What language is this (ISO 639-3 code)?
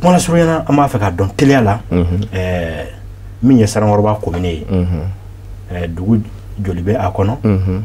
bam